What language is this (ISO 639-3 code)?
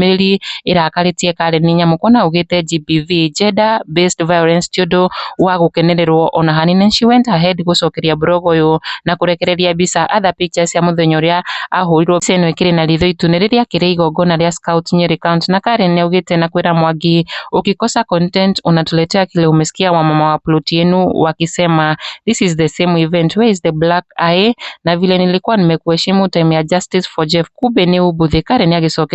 kik